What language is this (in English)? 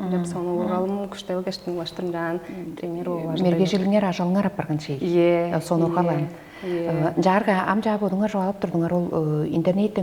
Tuvinian